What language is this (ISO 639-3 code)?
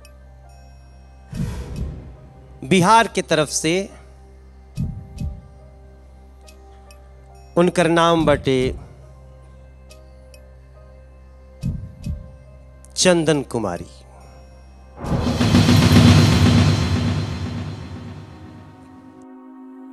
bho